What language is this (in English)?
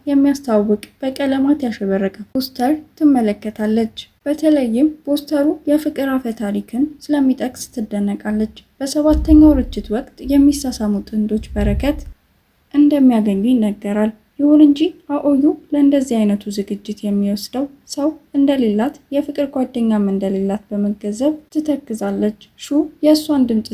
Amharic